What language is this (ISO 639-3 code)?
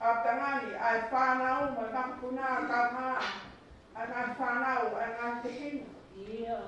ton